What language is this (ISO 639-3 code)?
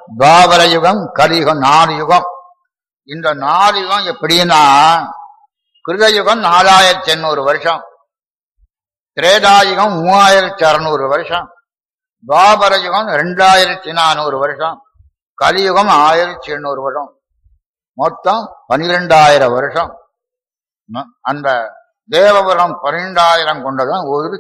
tam